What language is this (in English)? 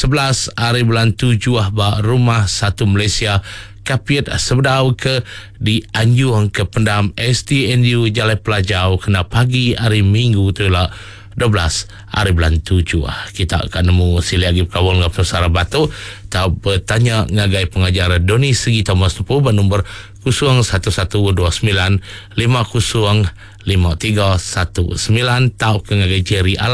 Iban